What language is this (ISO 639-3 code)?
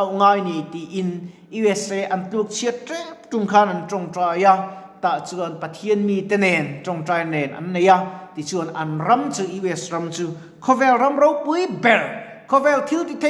lus